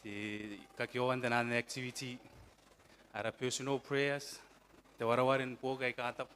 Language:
Gilbertese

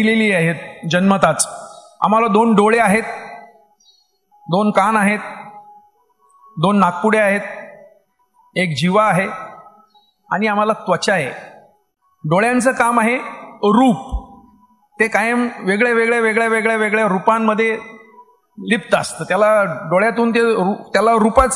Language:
Marathi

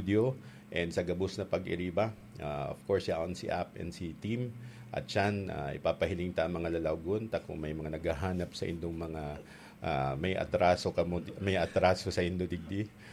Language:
Bikol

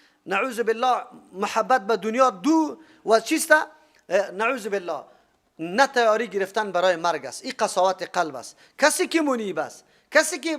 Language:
Persian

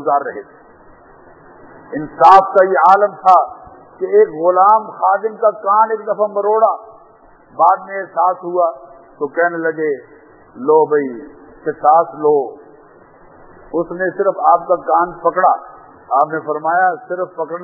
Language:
Urdu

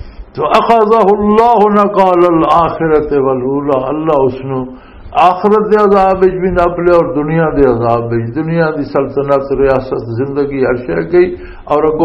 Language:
Western Panjabi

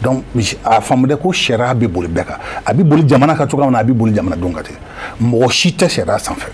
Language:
Bambara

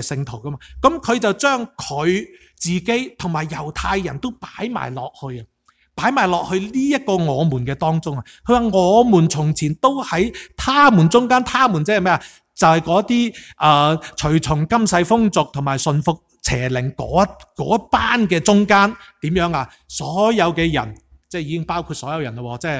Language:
Cantonese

